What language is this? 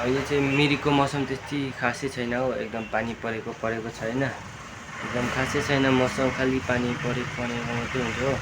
Nepali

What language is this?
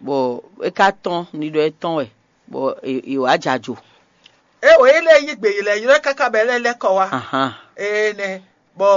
Fon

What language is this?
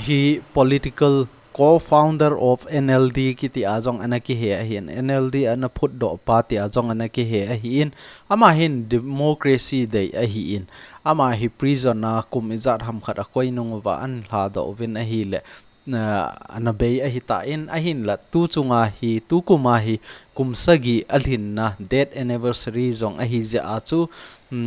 Thado Chin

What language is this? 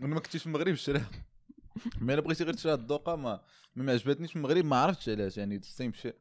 Moroccan Arabic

